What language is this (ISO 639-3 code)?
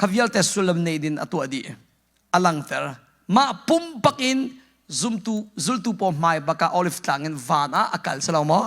cnh